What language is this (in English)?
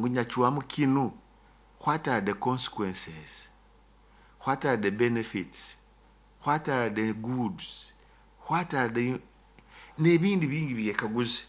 Nyoro